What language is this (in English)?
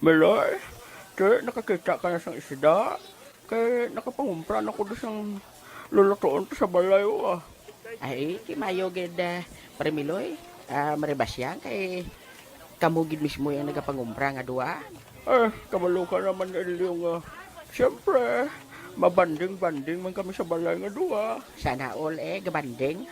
Hiligaynon